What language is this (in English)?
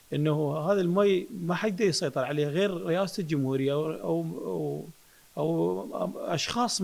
Mesopotamian Arabic